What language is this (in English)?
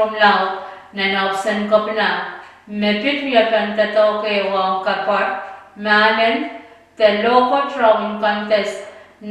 Pohnpeian